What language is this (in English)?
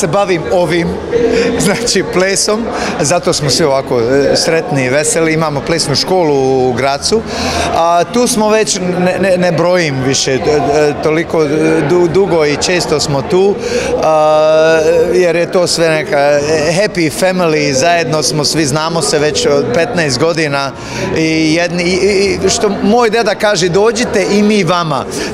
Croatian